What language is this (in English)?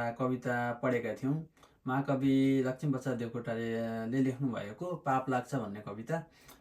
Nepali